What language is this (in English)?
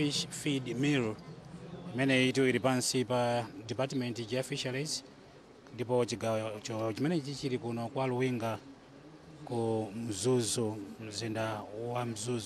Nyanja